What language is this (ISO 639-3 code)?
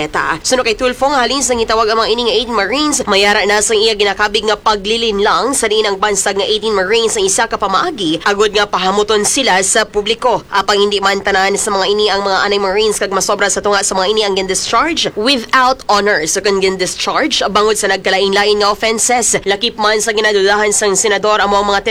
hil